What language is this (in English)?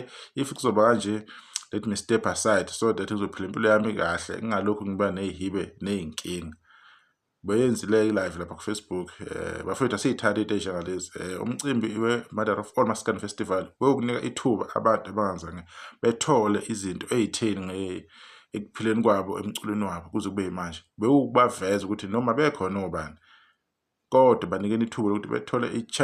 Zulu